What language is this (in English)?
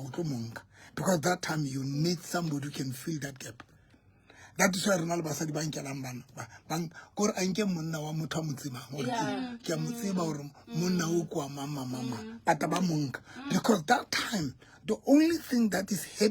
Southern Sotho